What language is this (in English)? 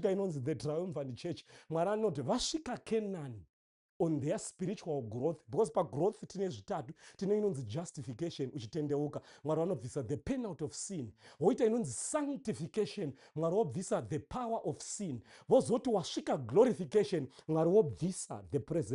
Shona